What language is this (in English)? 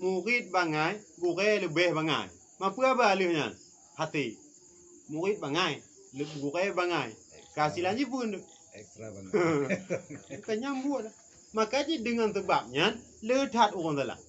Achinese